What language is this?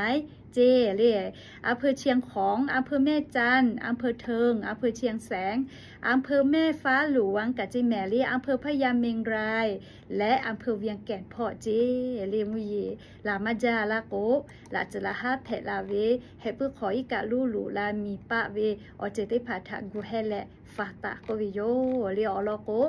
Lahu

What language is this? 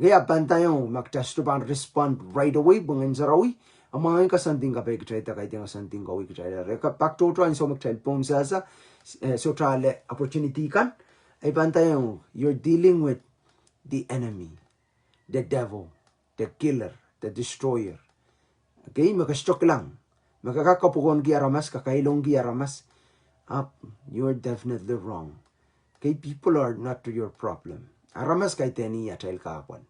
Pohnpeian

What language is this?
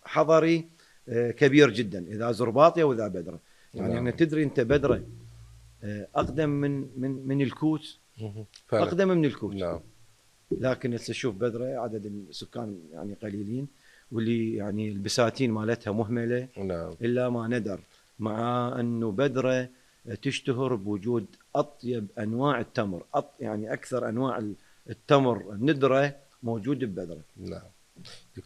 Mesopotamian Arabic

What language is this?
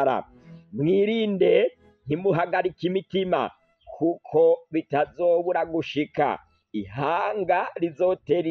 Rundi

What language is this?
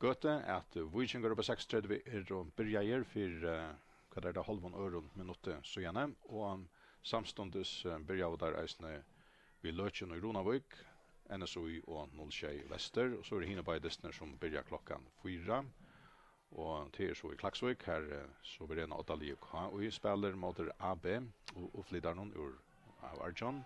Faroese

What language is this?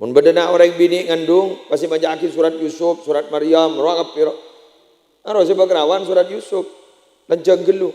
Madurese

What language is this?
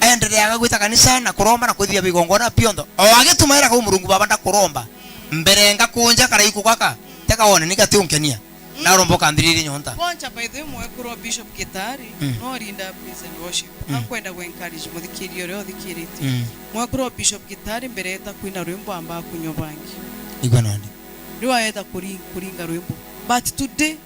Meru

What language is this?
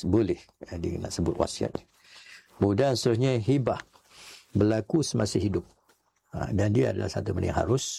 Malay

